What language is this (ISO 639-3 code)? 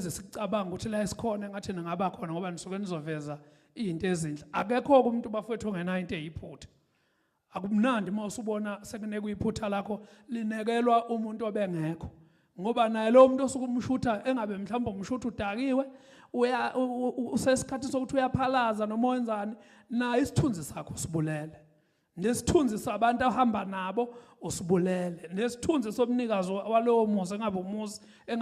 zul